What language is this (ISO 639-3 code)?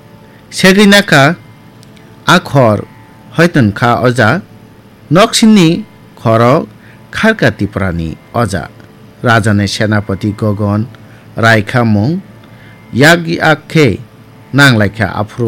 trp